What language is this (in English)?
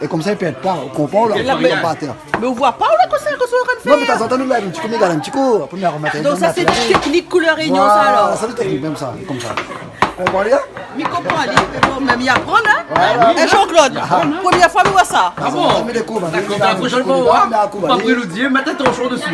Réunion Creole French